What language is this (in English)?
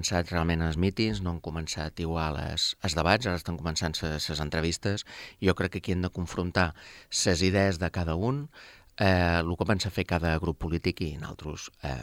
Catalan